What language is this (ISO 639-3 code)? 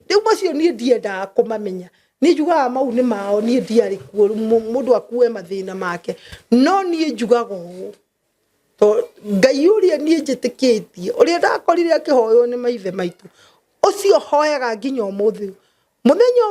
kik